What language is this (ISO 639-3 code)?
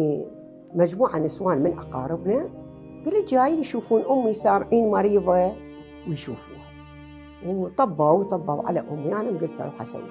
acm